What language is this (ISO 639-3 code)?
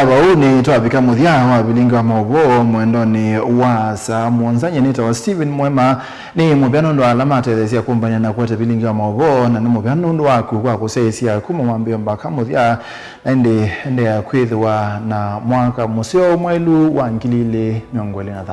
kam